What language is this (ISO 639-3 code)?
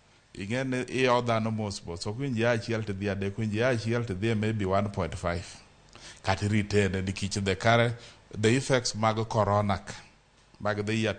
luo